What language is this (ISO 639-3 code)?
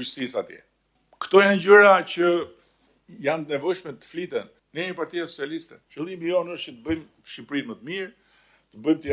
sqi